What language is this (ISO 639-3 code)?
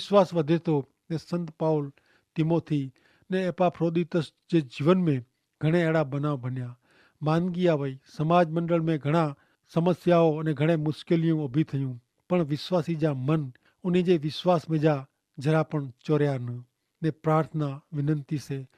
kfr